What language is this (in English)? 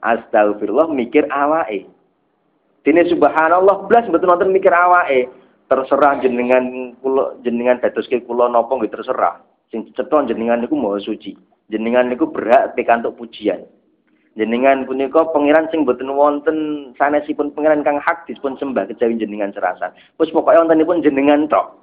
Javanese